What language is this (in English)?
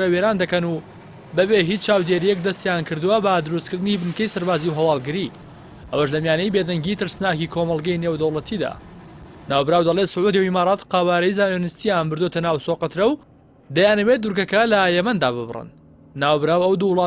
Central Kurdish